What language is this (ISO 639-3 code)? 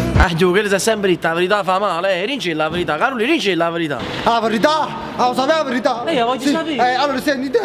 nap